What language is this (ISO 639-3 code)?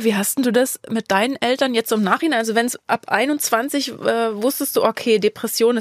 deu